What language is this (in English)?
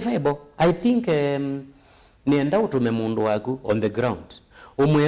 Kamba